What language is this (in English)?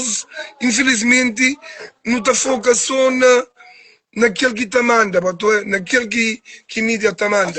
Kabuverdianu